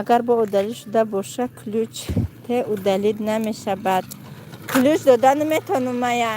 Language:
Tajik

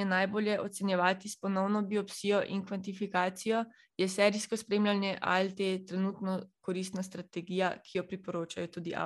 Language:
Slovenian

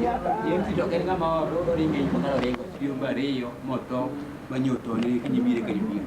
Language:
Luo (Kenya and Tanzania)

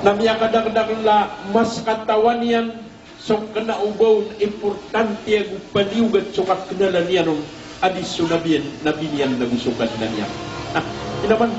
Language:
Maranao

